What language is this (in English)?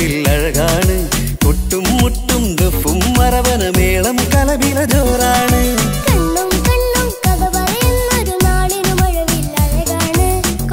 Malayalam